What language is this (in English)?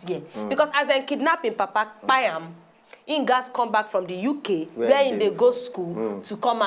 Nigerian Pidgin